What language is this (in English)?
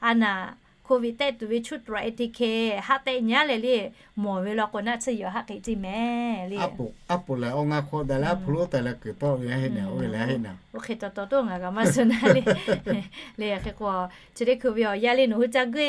Lahu